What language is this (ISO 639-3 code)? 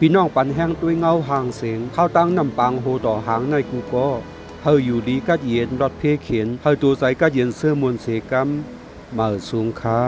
shn